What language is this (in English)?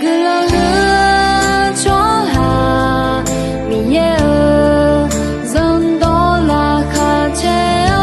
Akha